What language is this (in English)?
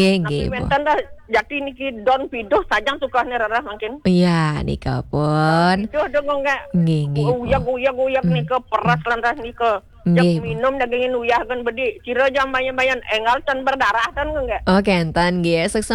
Balinese